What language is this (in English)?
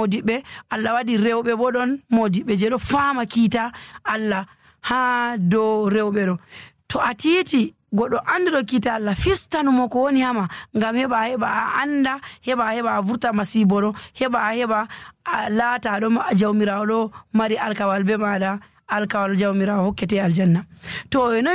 Nigerian Fulfulde